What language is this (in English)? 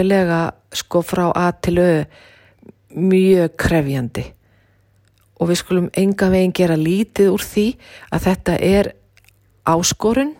Icelandic